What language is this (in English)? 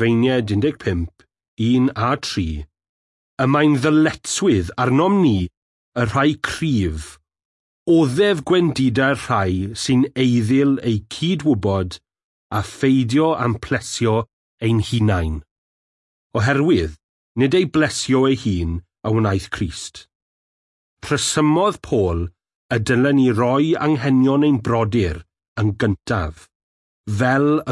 Welsh